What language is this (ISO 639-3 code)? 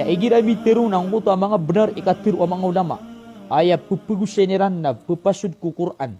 mrw